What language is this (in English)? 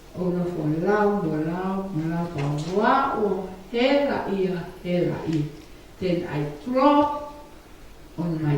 Tongan